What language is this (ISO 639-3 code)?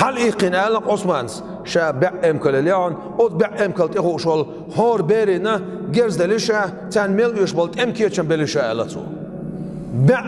che